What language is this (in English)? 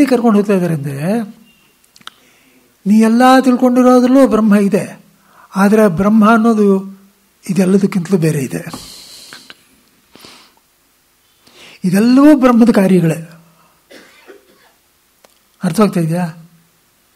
Kannada